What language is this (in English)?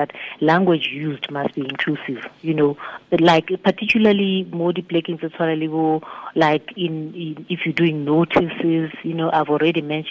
Tswana